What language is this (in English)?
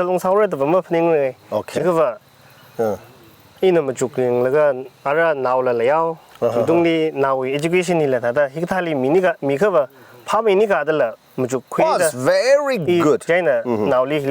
Tangkhul Naga (India)